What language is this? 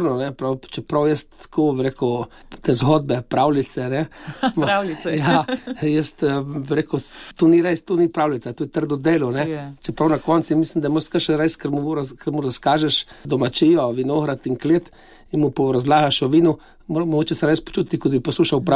Slovenian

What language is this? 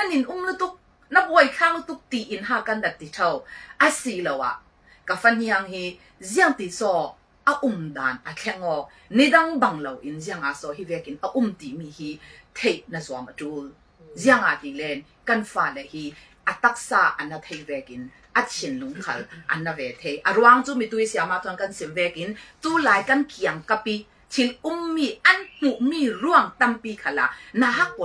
Falam Chin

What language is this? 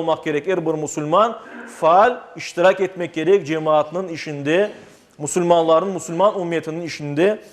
Crimean Tatar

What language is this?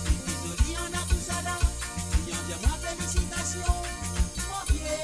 Morisyen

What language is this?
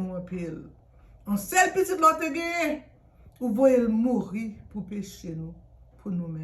Haitian Creole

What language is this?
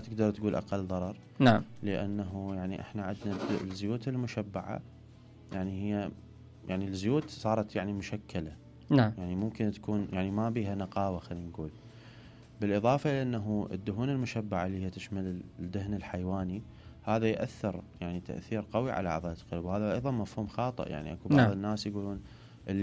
Mesopotamian Arabic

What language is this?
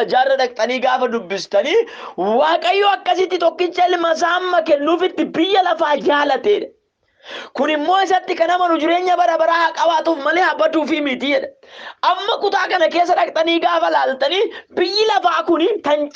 Oromo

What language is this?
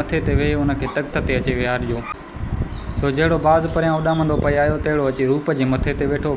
Sindhi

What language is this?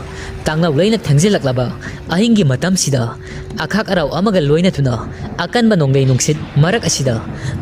Manipuri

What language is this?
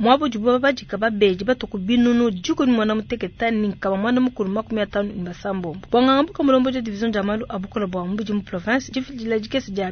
Luba-Lulua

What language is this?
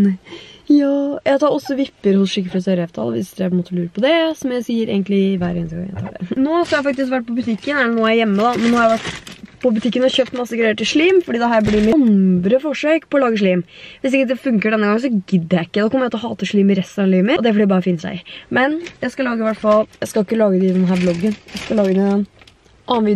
Norwegian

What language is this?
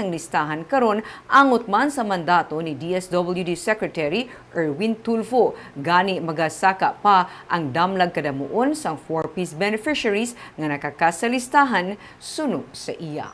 Hiligaynon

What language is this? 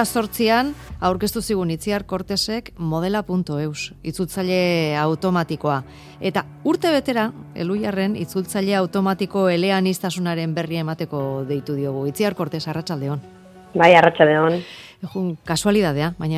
Basque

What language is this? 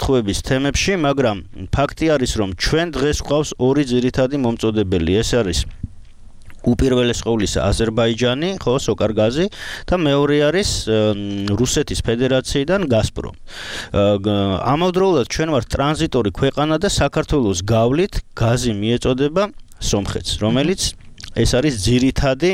Georgian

